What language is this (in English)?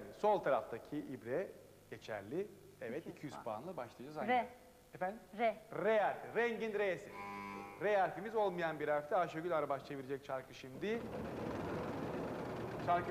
Turkish